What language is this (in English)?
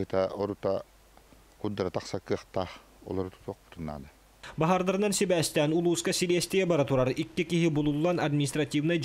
Yakut